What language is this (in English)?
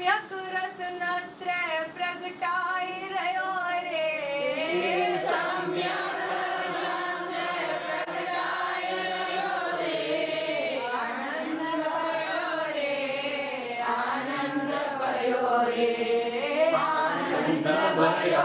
Gujarati